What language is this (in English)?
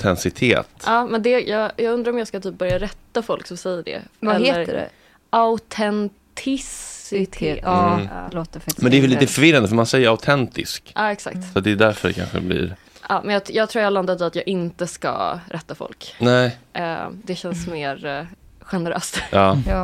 Swedish